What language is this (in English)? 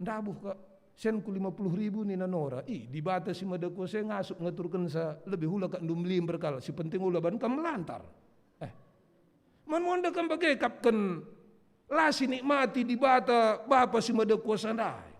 Batak Karo